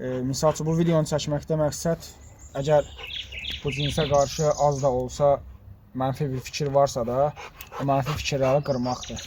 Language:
Azerbaijani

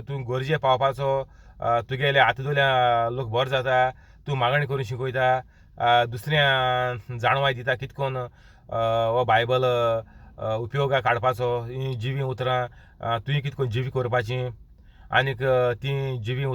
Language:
Konkani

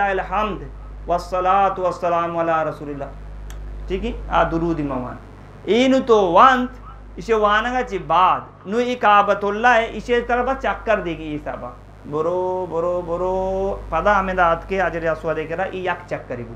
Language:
Eastern Balochi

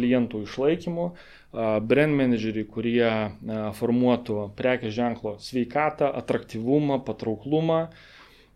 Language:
Lithuanian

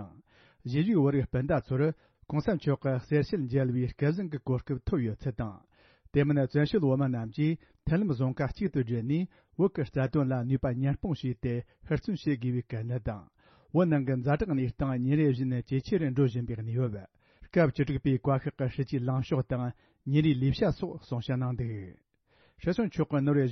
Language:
Tibetan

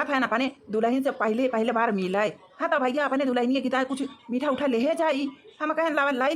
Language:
Awadhi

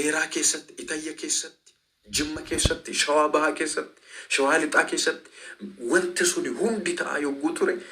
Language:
Oromo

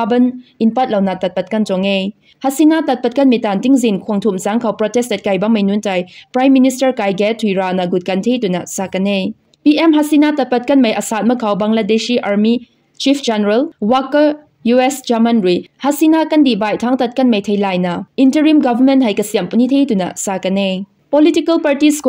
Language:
Rongmei Naga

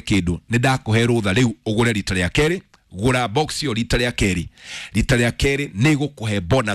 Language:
Kikuyu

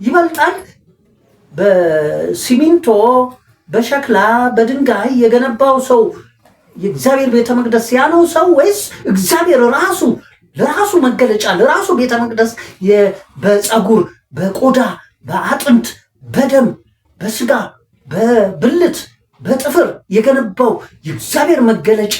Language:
Amharic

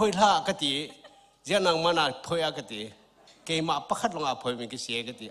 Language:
Hakha Chin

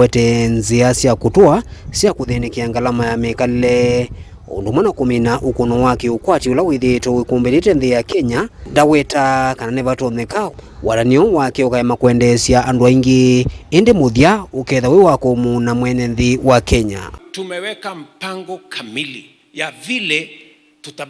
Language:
Kamba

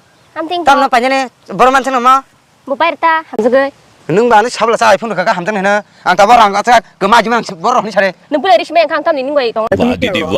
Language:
Kok Borok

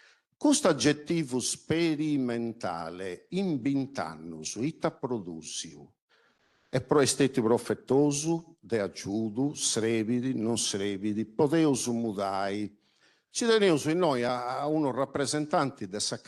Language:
Sardinian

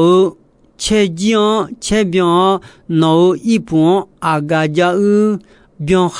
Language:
Akha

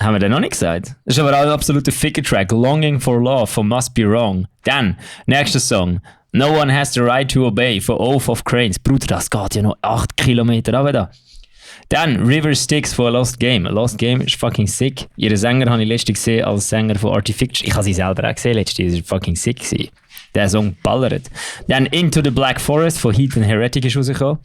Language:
Swiss German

